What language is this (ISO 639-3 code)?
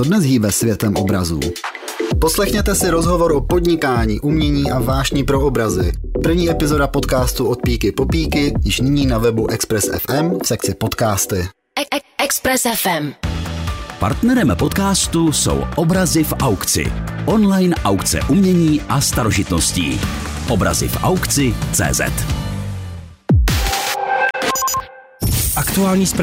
ces